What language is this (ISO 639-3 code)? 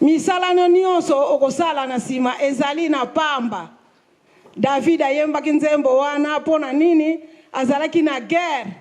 lin